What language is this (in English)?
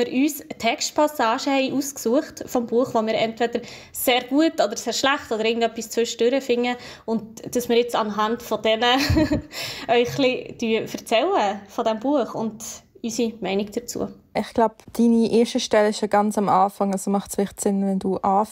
Swiss German